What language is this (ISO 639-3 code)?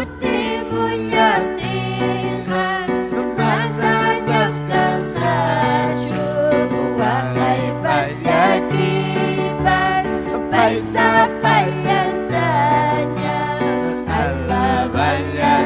quy